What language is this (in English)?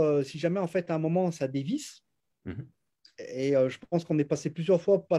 French